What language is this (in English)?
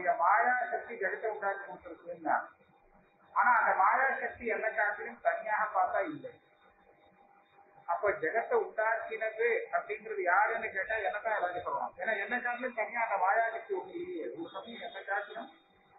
Tamil